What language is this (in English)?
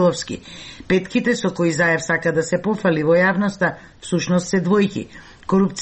Macedonian